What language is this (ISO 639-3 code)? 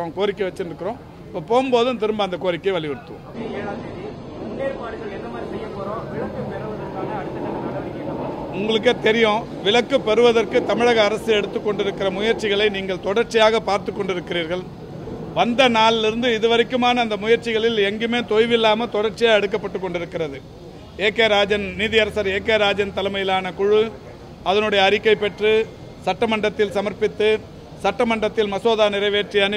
tam